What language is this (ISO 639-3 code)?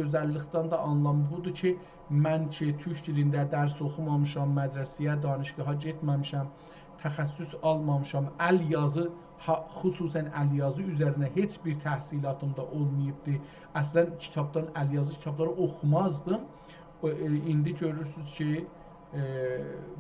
azb